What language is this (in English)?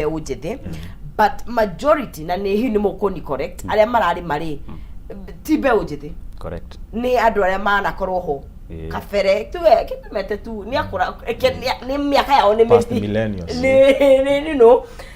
Kikuyu